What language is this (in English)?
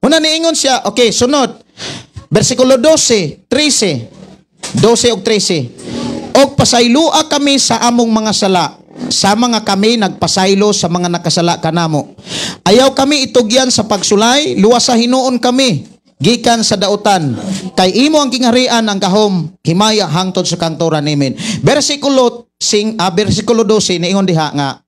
Cebuano